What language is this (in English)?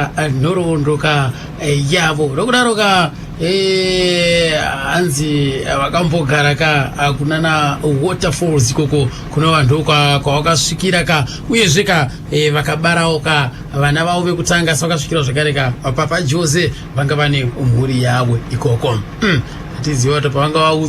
Shona